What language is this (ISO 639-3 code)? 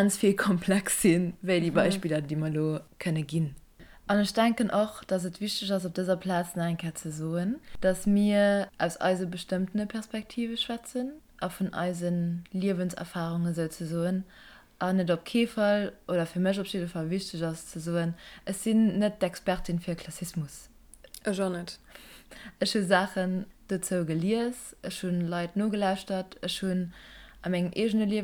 ltz